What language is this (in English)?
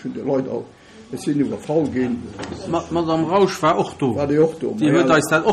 Luxembourgish